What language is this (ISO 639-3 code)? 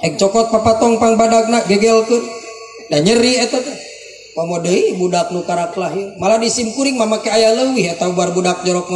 sun